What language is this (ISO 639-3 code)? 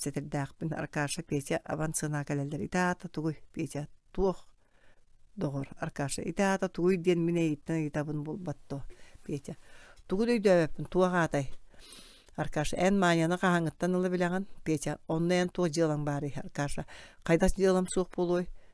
sah